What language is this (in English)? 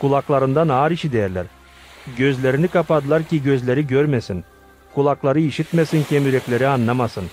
Gagauz